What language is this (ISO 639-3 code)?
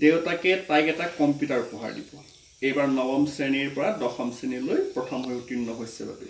asm